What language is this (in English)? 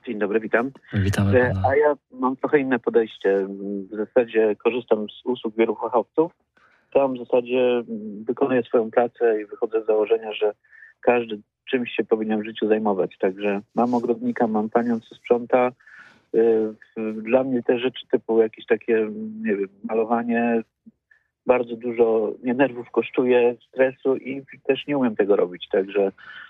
Polish